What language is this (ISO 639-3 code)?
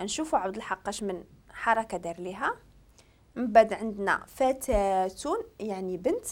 ary